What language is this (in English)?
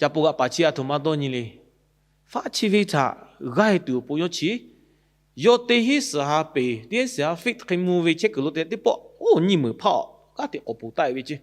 Lahu